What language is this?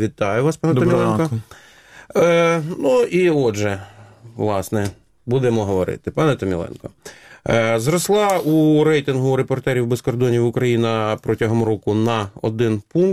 Ukrainian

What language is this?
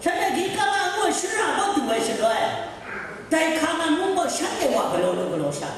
Kachin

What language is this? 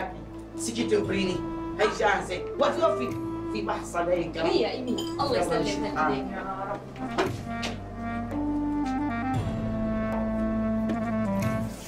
North Levantine Arabic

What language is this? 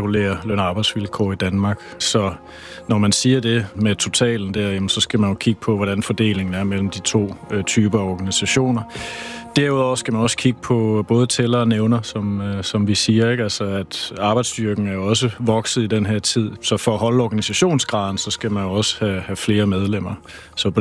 Danish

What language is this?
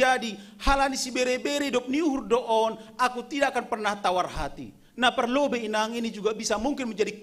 Batak Simalungun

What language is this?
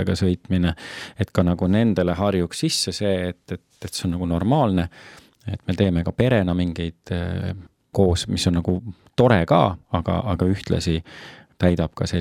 Estonian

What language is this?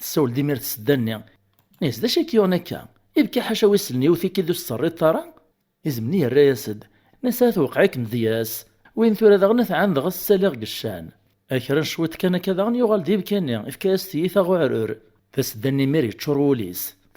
Kabyle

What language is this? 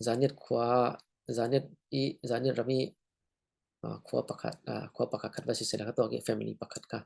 Falam Chin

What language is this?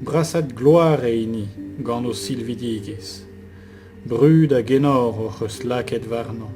Breton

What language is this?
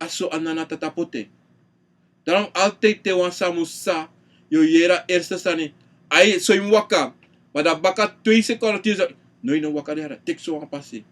Sranan Tongo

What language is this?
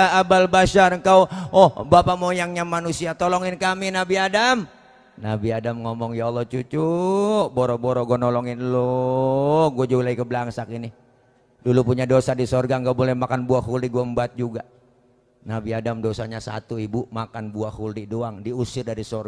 Betawi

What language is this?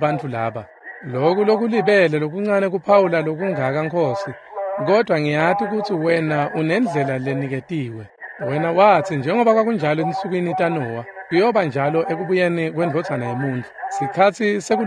Swati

